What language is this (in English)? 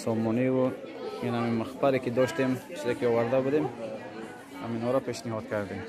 Tajik